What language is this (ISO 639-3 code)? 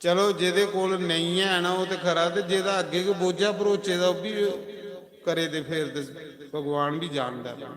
doi